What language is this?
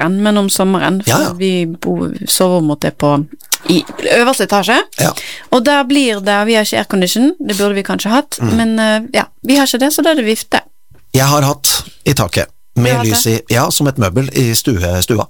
Norwegian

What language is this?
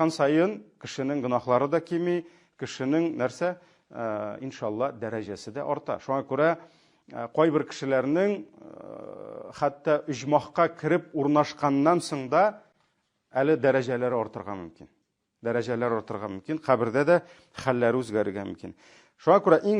Tatar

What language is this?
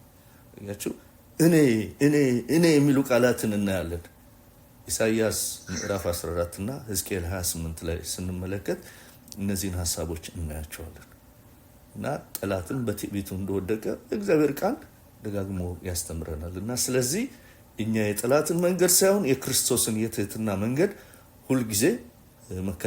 Amharic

